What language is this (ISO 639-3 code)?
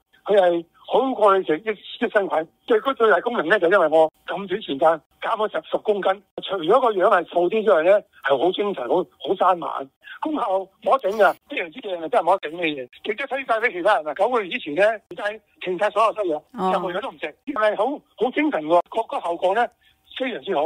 yue